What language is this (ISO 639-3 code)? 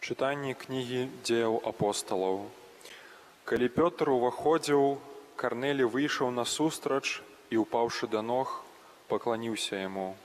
bel